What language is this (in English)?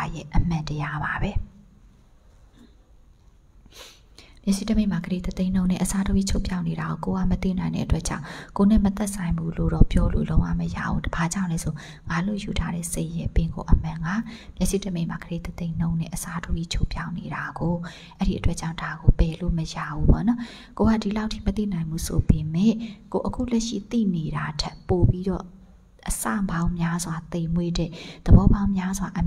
Burmese